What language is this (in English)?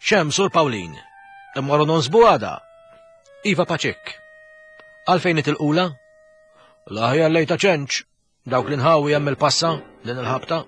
Maltese